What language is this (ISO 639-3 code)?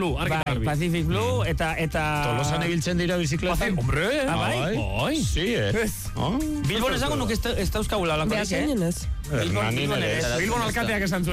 eus